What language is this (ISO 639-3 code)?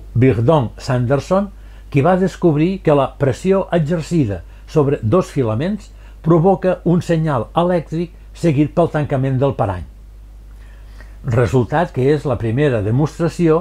cat